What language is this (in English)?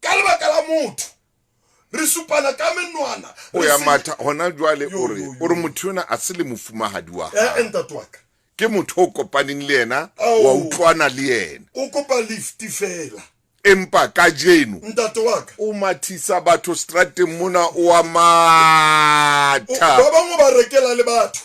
Southern Sotho